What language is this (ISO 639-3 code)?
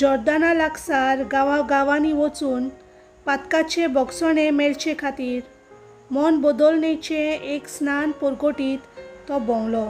kok